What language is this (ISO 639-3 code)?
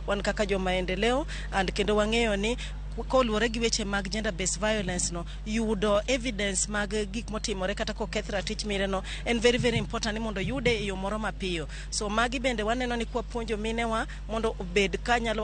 luo